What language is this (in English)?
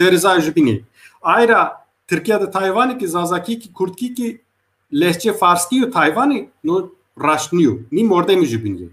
Zaza